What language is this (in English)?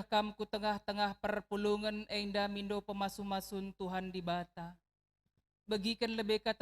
Batak Karo